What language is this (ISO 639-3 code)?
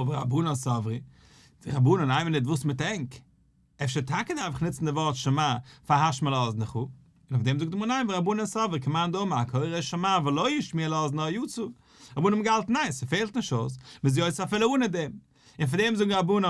yid